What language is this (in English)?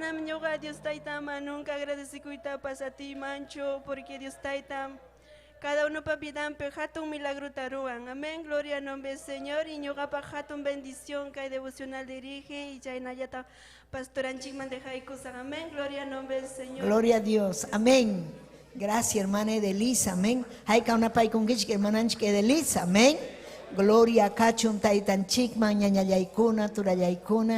Ayacucho Quechua